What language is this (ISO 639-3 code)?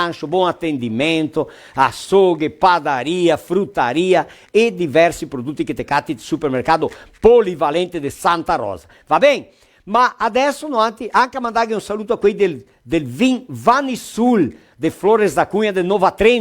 vec